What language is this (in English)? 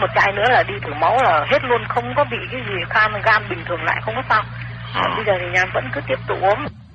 Vietnamese